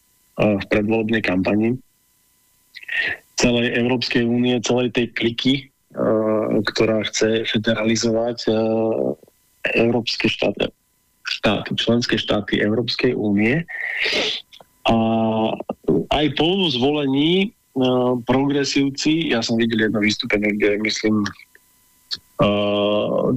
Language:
Slovak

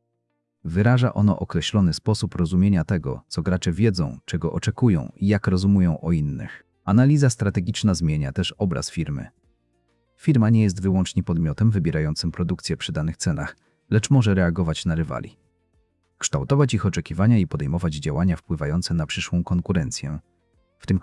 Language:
Polish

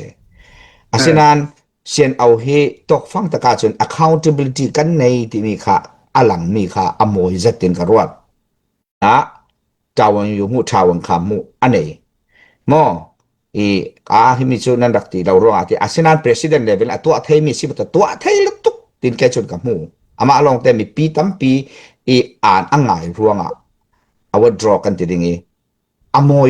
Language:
Falam Chin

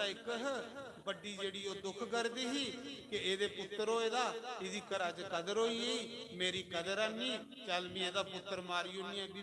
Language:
Dogri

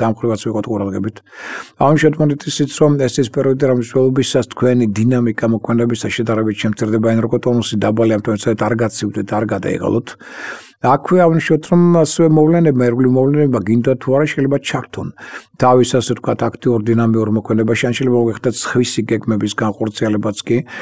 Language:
Georgian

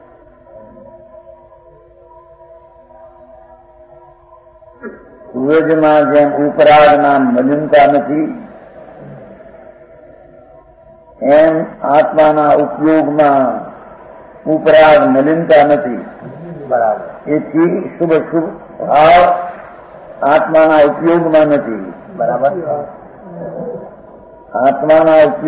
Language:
Gujarati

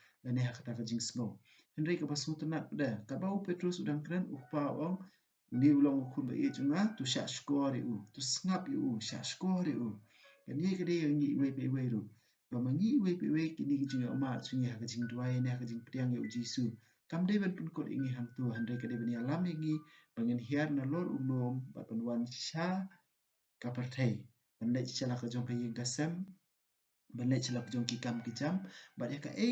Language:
Khasi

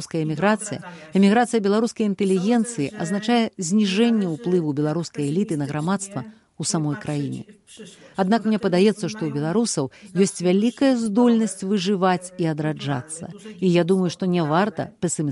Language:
Belarusian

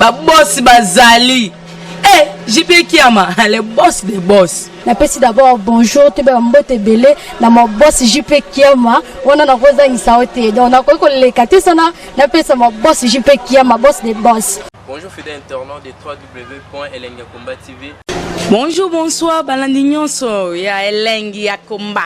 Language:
Lingala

